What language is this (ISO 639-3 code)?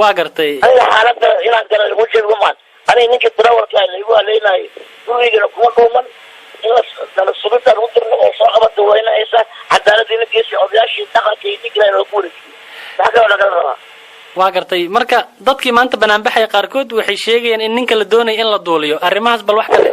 som